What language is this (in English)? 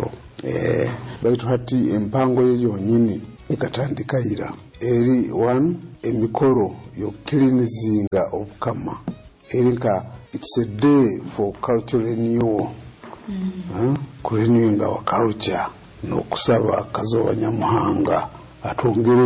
Nyoro